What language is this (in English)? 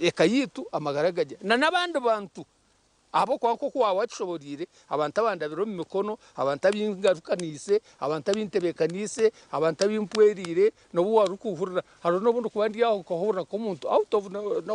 Nyankole